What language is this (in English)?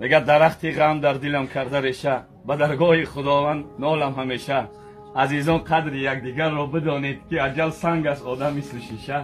Tajik